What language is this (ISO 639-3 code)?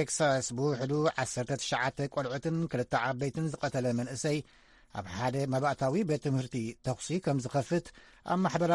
tir